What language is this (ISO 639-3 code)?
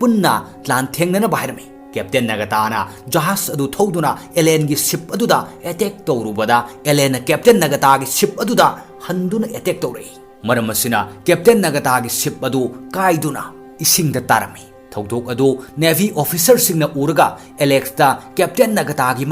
mni